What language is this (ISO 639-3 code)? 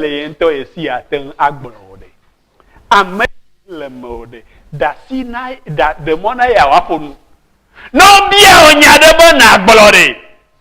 ewe